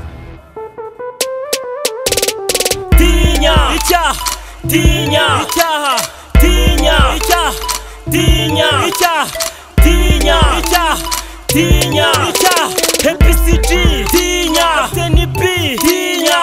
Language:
Kinyarwanda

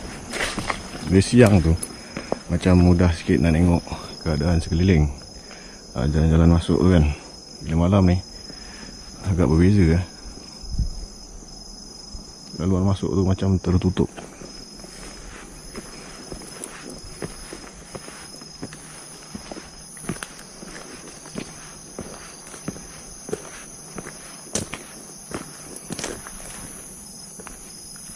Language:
Malay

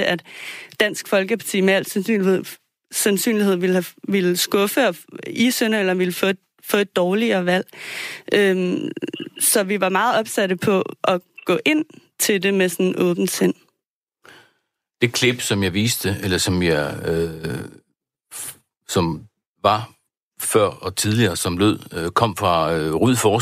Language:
Danish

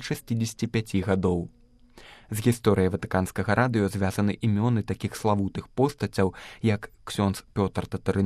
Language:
Belarusian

